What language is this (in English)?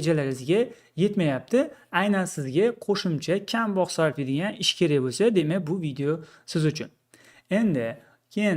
Uzbek